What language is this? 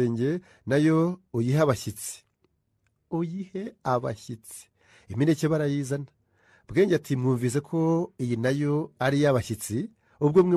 Kinyarwanda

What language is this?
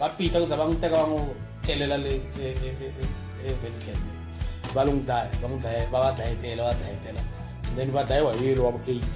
Tsonga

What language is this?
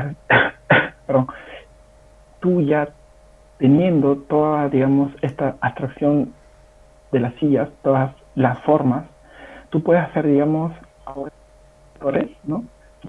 Spanish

